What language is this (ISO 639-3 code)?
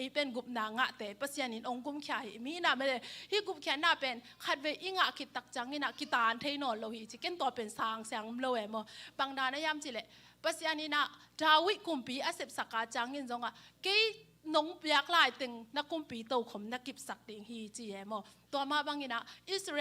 ctd